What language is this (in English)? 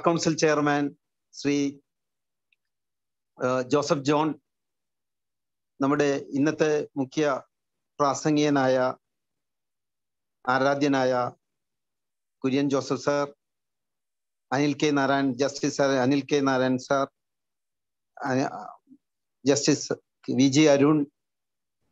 Malayalam